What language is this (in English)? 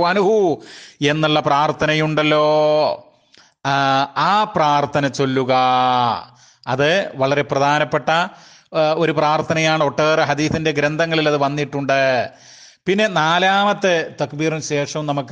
Malayalam